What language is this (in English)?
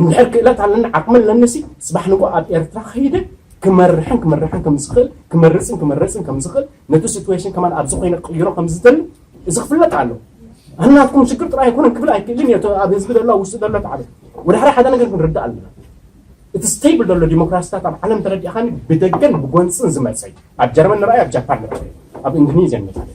Tigrinya